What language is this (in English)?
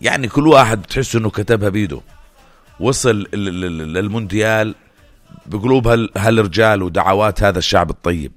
North Levantine Arabic